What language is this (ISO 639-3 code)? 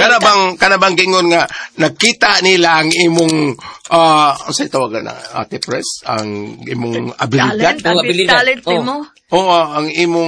ceb